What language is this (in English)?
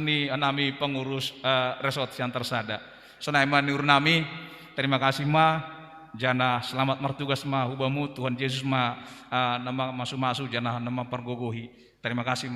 Batak Simalungun